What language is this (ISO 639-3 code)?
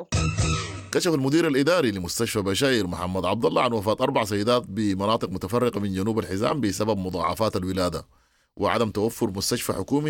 apd